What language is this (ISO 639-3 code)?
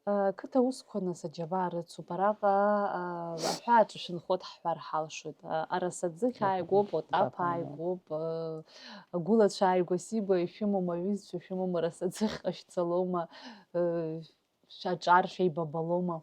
abk